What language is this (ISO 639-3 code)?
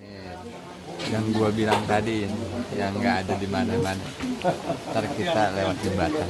bew